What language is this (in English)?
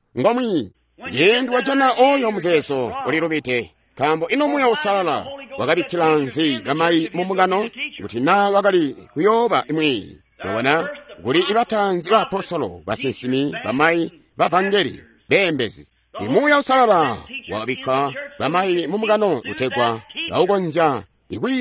Tonga (Zambia)